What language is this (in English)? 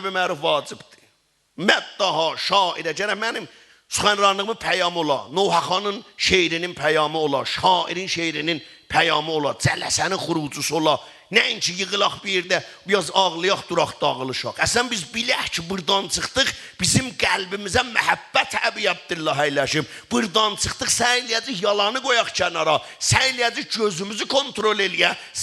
South Azerbaijani